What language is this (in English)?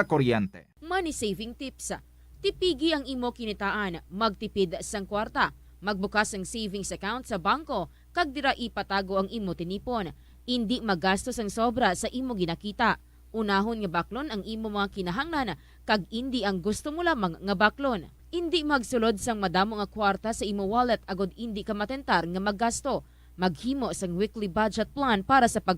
Hiligaynon